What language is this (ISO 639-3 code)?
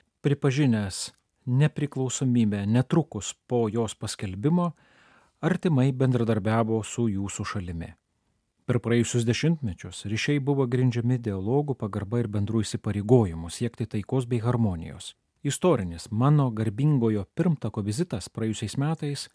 lit